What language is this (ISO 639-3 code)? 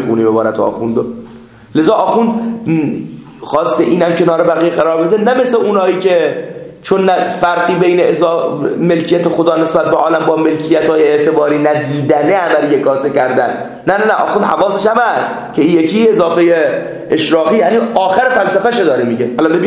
fas